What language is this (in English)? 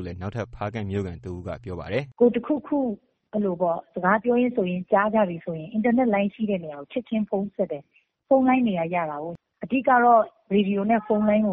Burmese